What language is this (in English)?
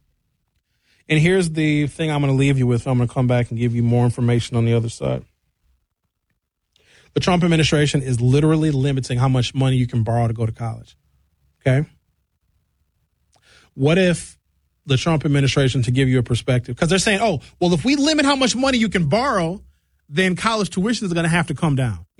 English